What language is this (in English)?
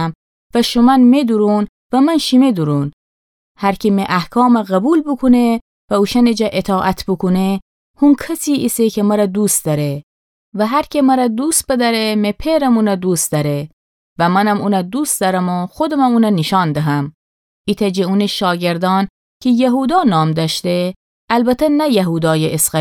Gilaki